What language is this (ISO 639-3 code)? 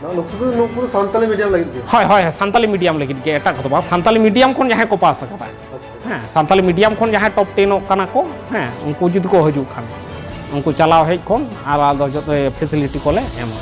sat